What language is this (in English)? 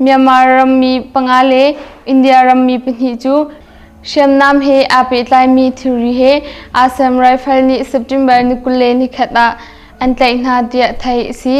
Hakha Chin